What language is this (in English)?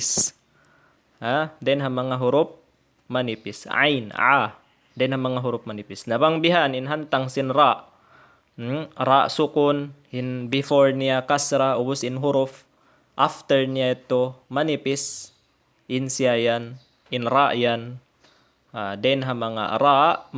Tausug